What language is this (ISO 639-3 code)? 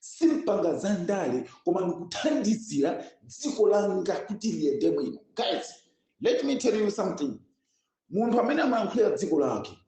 nya